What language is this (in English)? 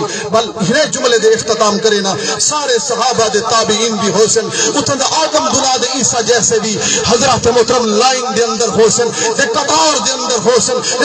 Saraiki